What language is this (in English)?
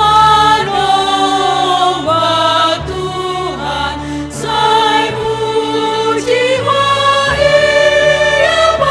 Batak Simalungun